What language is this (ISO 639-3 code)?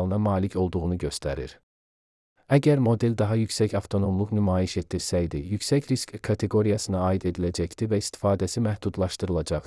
aze